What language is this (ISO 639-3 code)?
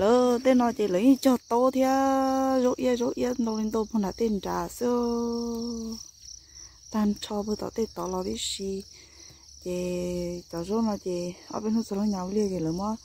hmn